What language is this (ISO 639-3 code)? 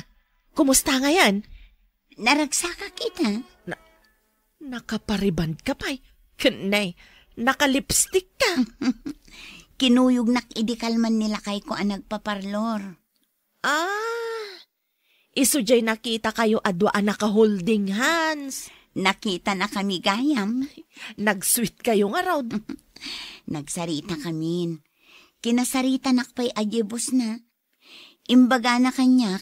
ilo